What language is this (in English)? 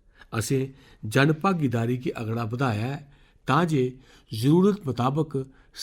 Dogri